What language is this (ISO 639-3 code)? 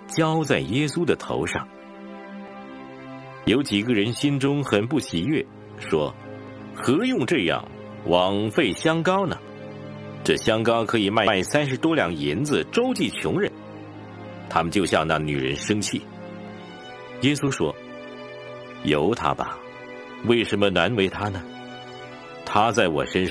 zho